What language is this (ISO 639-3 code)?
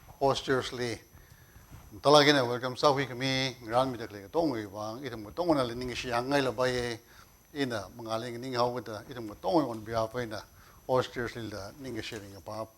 nmf